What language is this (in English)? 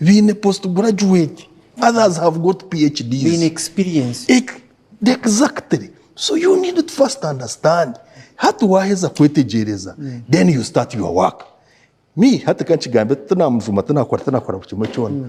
Nyankole